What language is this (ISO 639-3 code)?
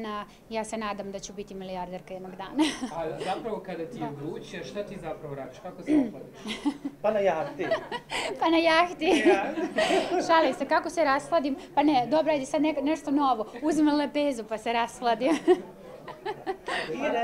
srp